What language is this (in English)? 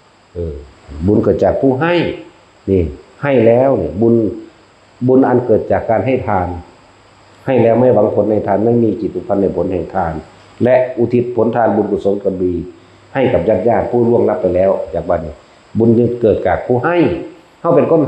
Northeastern Thai